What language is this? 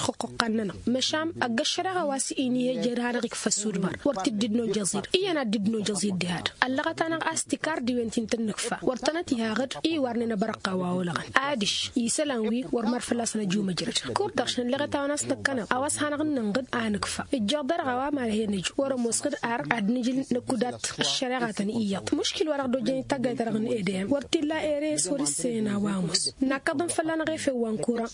Tamasheq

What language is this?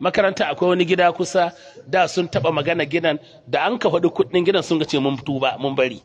Hausa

